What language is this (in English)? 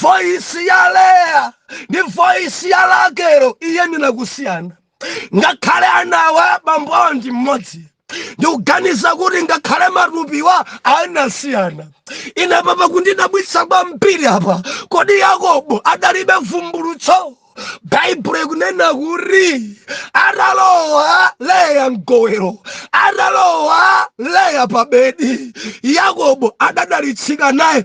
Nyanja